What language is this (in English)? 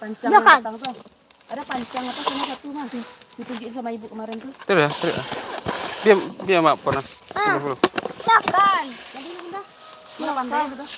Minangkabau